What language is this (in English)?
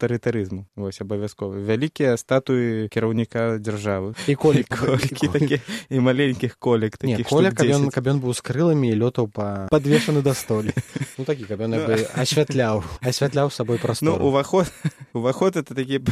Belarusian